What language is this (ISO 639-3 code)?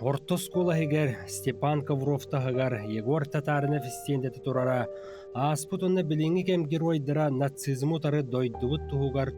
sah